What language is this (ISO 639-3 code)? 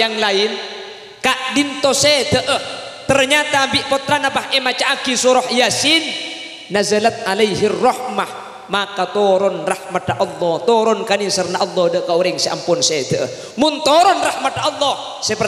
mad